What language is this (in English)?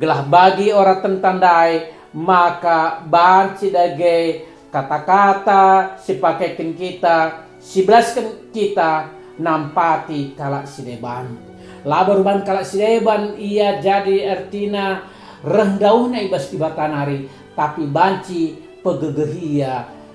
Batak Karo